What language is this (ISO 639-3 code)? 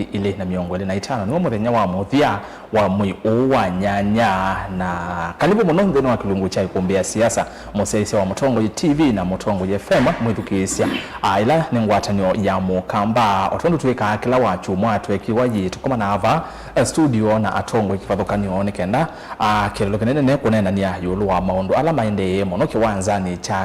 kam